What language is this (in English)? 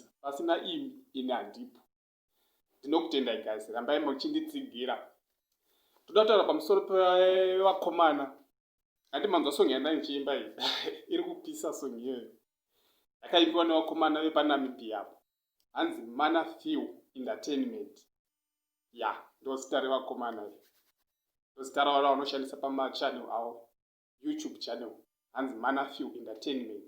Shona